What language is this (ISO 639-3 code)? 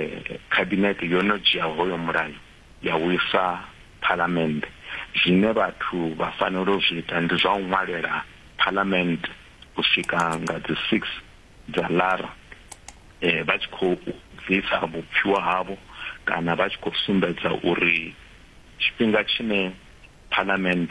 ven